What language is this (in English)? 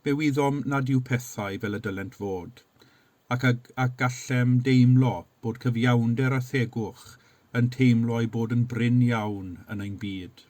Welsh